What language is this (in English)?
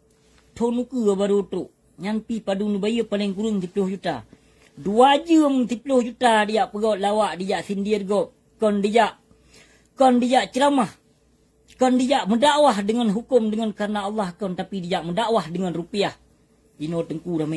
Achinese